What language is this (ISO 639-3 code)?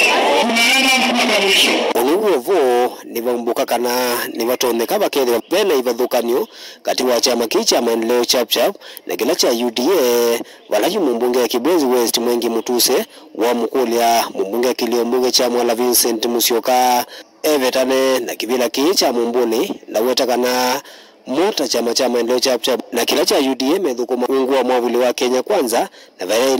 kam